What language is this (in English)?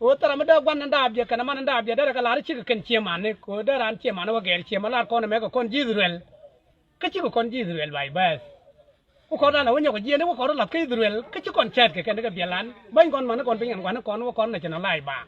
Nuer